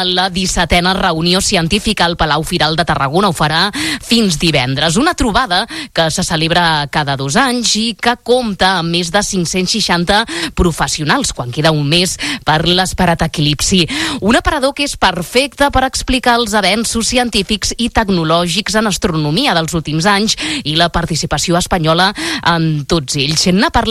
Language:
Catalan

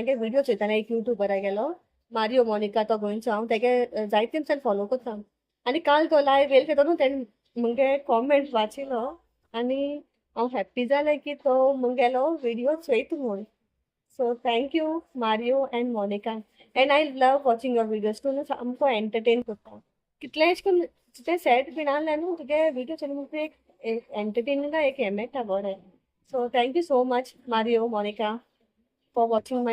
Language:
Konkani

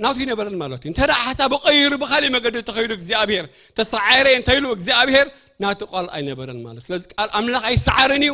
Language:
Tigrinya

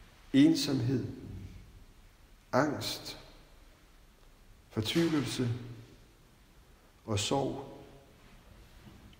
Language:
Danish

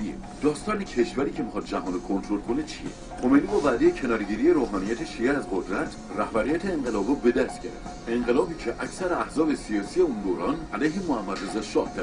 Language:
Persian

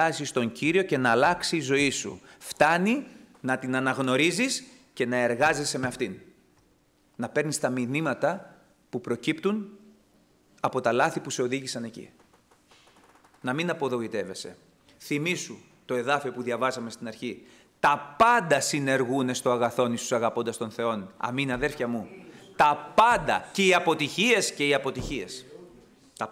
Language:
Greek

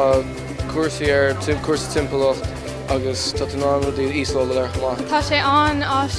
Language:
Irish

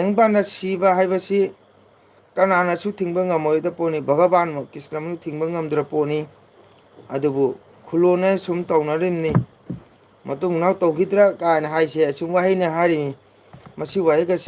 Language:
Manipuri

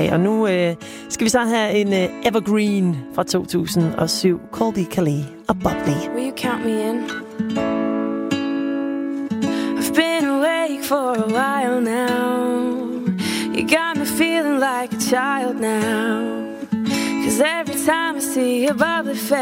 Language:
Danish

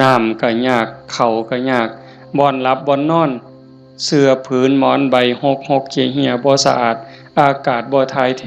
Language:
Northeastern Thai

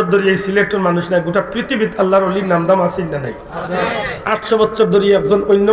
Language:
Sylheti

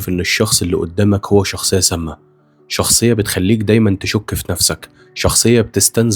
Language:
Egyptian Arabic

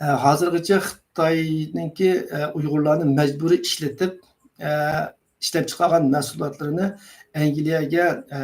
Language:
Uyghur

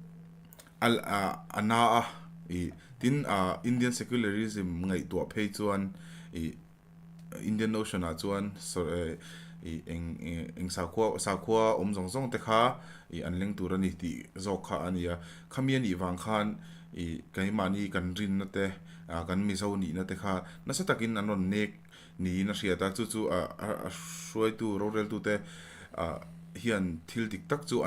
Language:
Mizo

